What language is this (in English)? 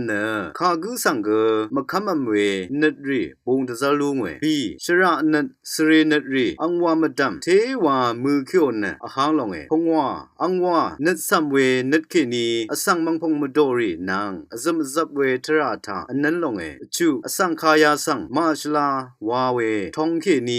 Rawang